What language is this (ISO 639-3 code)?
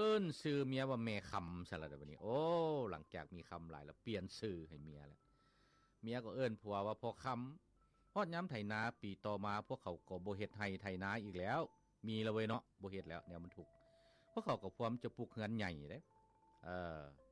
lao